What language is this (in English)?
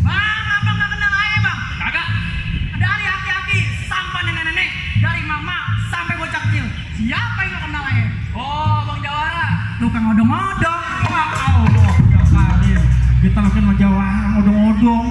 Betawi